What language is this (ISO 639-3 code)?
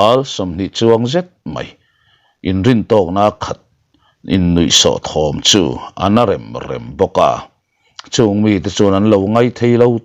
lus